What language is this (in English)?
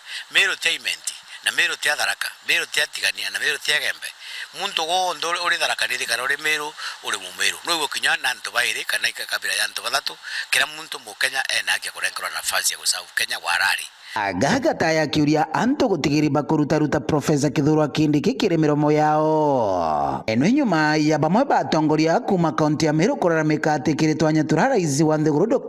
Meru